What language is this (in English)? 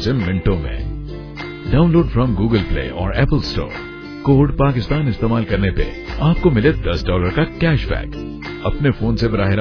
Punjabi